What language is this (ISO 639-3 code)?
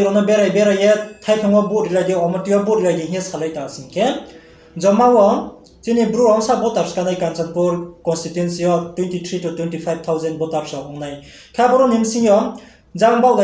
ria